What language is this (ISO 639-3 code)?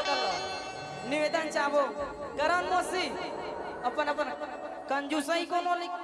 hne